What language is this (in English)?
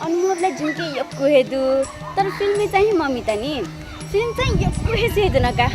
Newari